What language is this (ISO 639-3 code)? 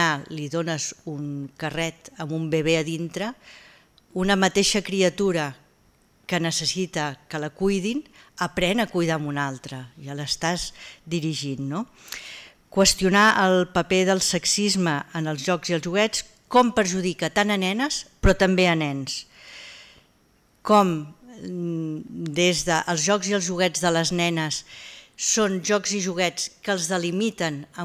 cat